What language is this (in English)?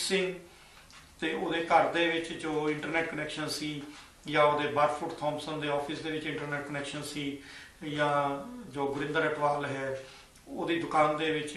Punjabi